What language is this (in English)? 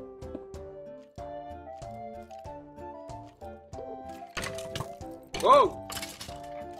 Dutch